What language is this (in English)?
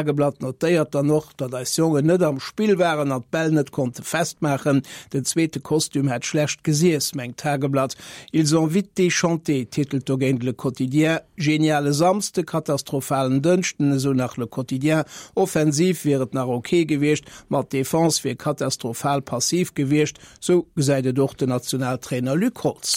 Luxembourgish